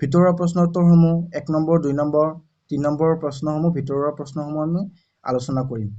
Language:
Assamese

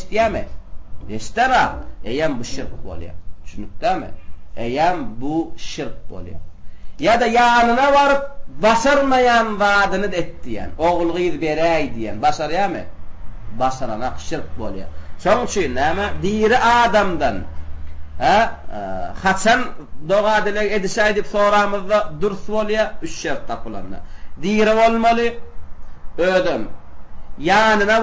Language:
Turkmen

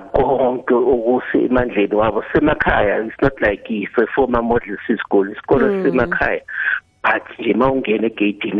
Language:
South Ndebele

